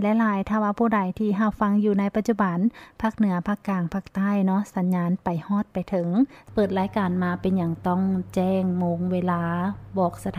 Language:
Lao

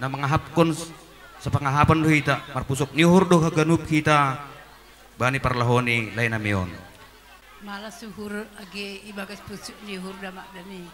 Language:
Batak Simalungun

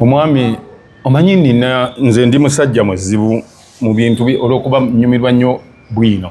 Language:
Ganda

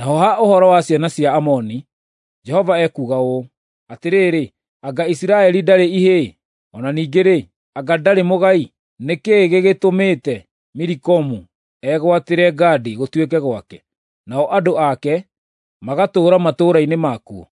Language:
Kikuyu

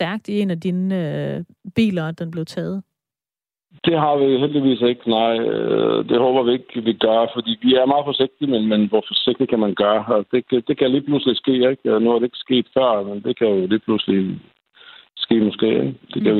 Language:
Danish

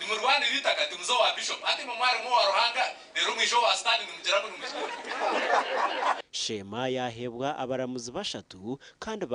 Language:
Nyankole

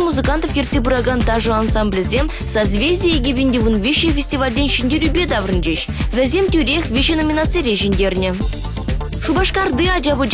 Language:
Chuvash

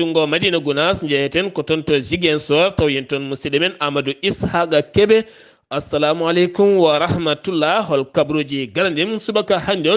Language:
Fula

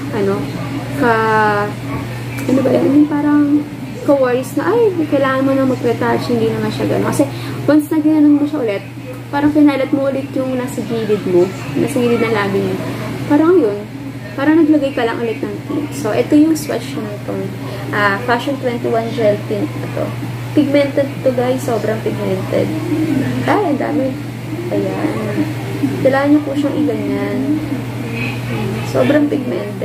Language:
Filipino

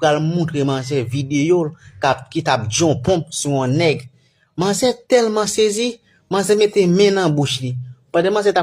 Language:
Haitian Creole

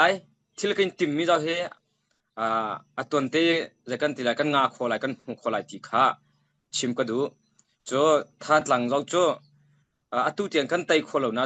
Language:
Hakha Chin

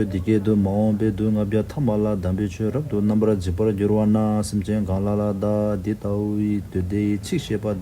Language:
Tibetan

